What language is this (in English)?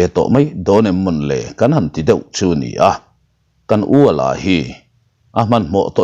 Mizo